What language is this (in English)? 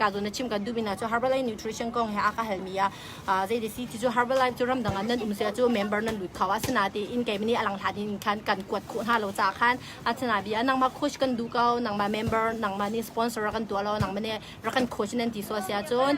Hakha Chin